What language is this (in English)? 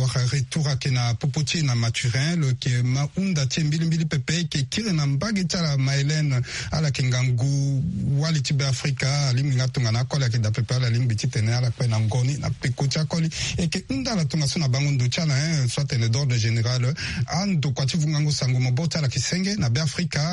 Sango